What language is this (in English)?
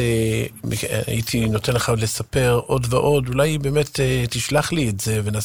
Hebrew